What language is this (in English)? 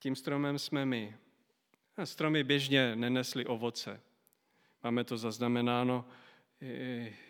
Czech